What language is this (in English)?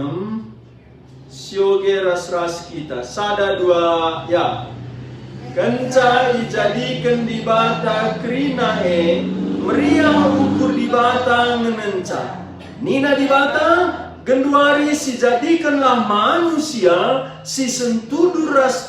Batak Karo